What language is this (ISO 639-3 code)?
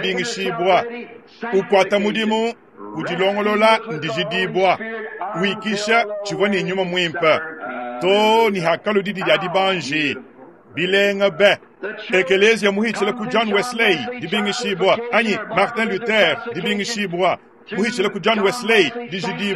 lua